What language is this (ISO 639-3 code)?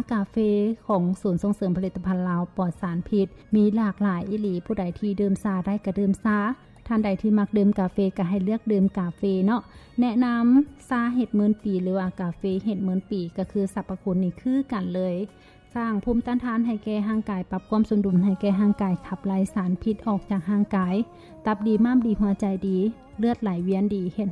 lao